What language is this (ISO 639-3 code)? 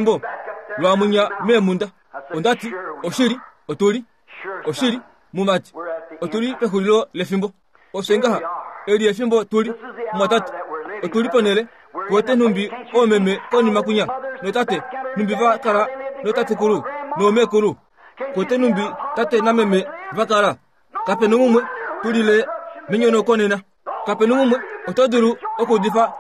kua